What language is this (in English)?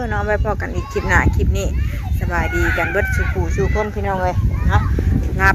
Northeastern Thai